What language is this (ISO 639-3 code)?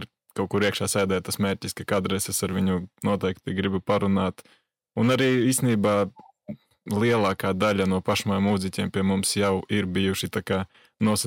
lav